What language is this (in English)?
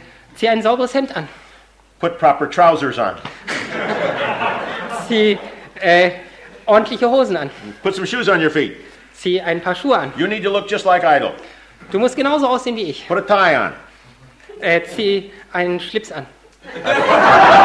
German